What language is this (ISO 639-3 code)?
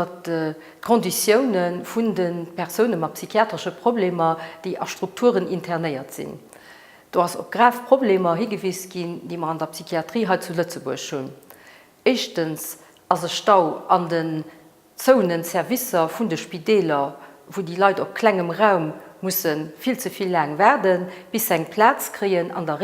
ltz